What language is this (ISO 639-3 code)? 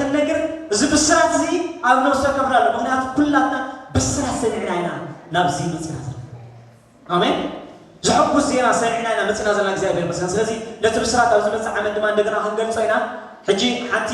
tir